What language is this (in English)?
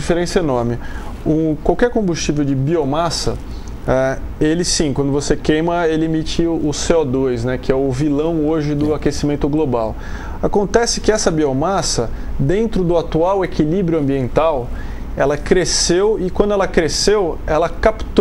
Portuguese